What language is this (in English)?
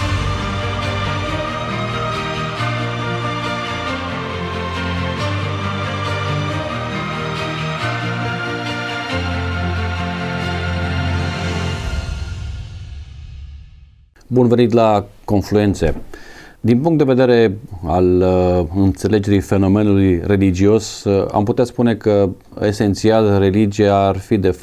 Romanian